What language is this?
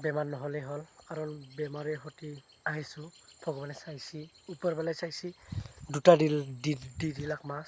Assamese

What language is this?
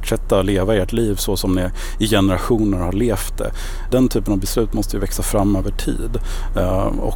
Swedish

